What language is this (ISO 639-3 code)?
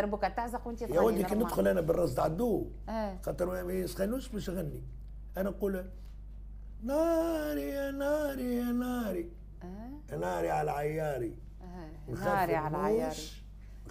aeb